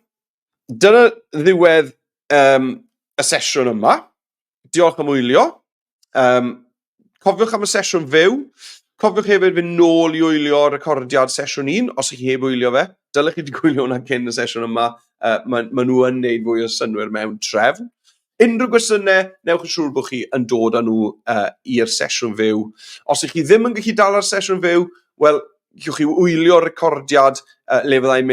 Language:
Welsh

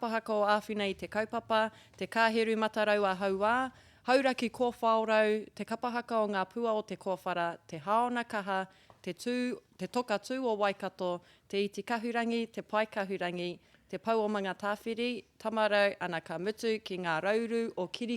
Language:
Māori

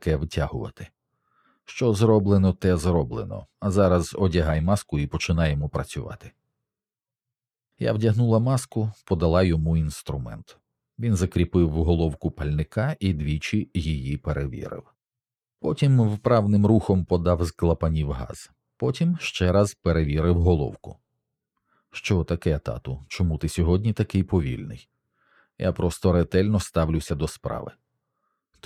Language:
Ukrainian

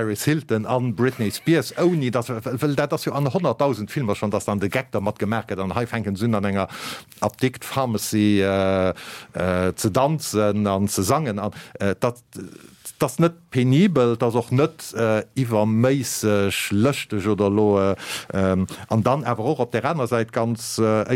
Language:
Luxembourgish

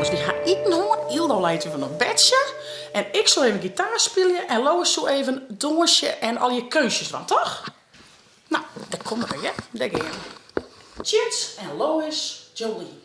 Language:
Western Frisian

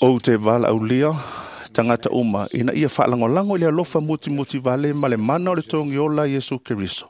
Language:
Samoan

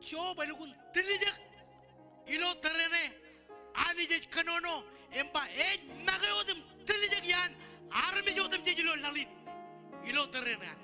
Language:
Marshallese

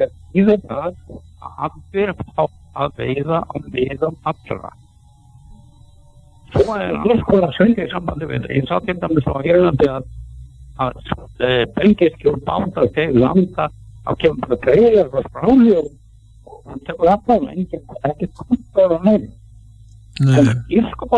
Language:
Icelandic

